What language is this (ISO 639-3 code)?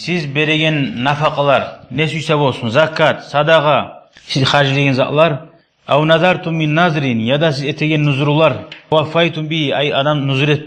kum